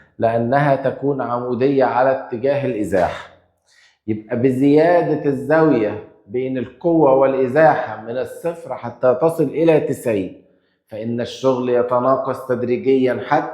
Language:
Egyptian Arabic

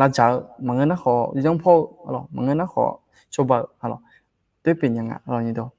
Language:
Akha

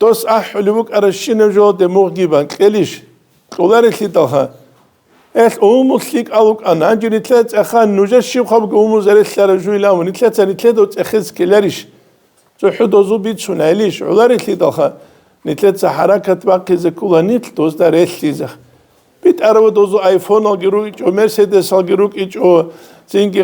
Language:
Avaric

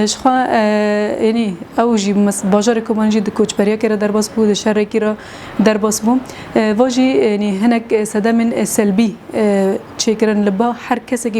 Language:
Kurdish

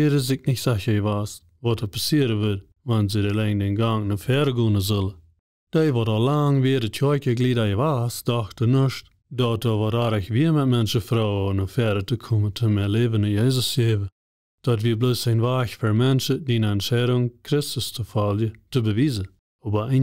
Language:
Plautdietsch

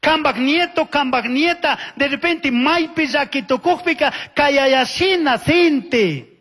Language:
Chimborazo Highland Quichua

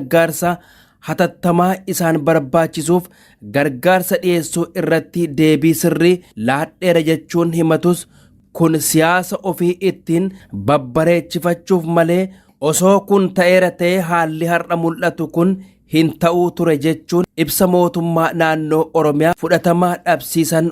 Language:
Oromo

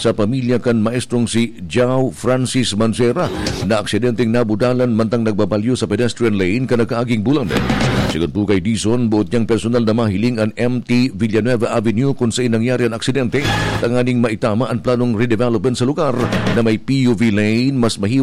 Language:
Bikol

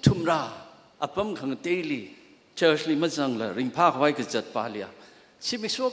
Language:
Tangkhul Naga (India)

